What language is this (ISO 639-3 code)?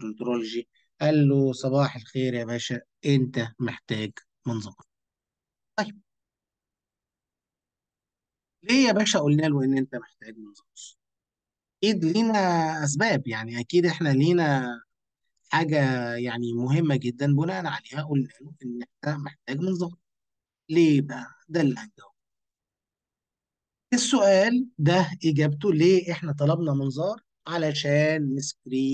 arz